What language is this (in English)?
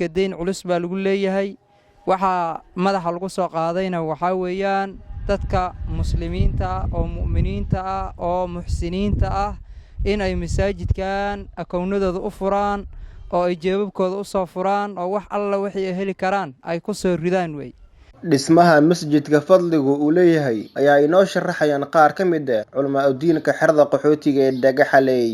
Somali